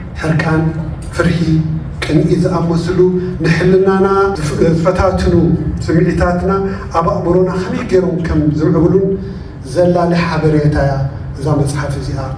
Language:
Tigrinya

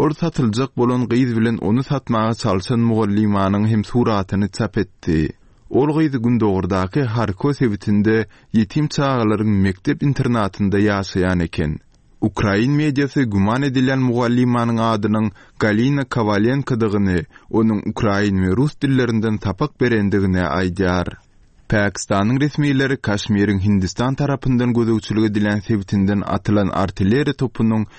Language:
Turkmen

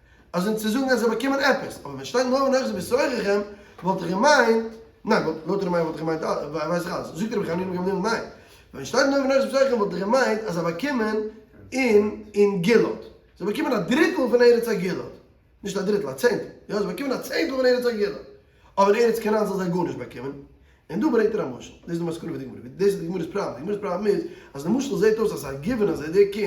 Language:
Yiddish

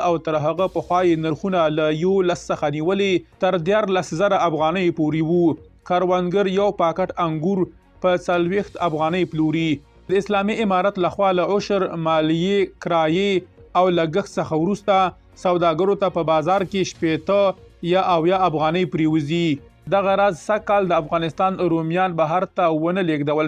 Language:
Pashto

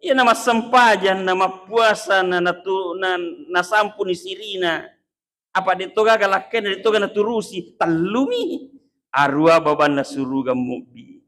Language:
Buginese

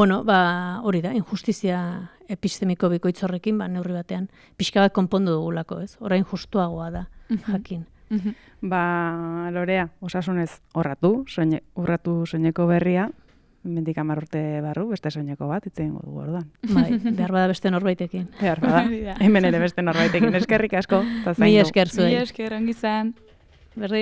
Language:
Basque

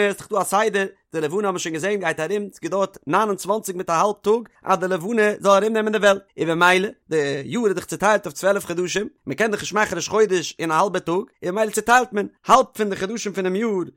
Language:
Yiddish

